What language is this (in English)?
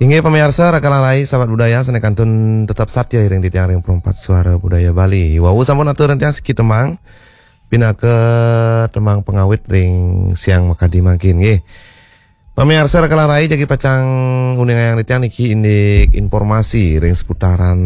Balinese